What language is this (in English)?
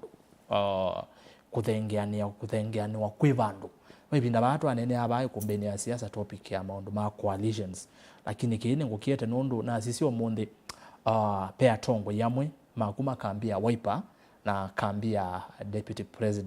Kamba